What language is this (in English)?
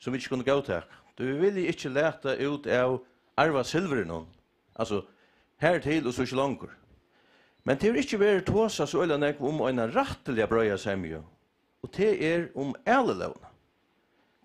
Faroese